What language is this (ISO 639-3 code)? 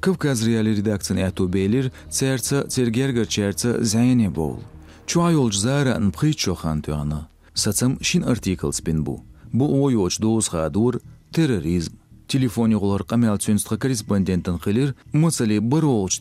che